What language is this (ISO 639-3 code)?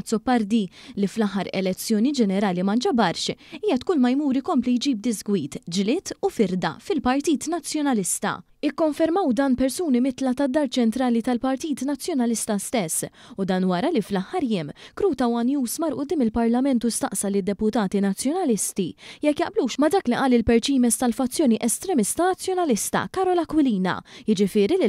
mlt